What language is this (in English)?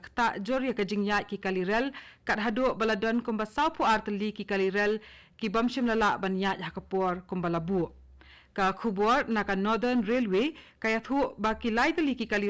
Khasi